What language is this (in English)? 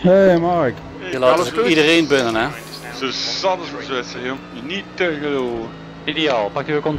Dutch